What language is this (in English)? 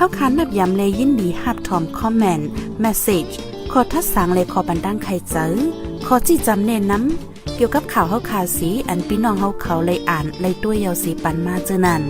Shan